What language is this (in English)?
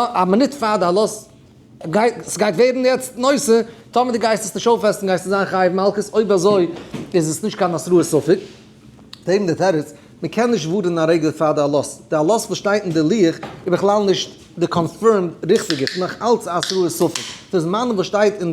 Yiddish